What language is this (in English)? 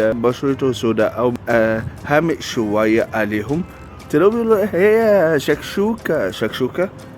Egyptian Arabic